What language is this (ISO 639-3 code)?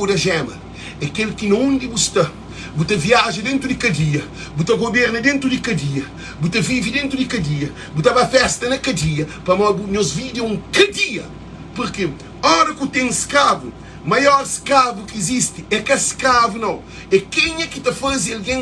kea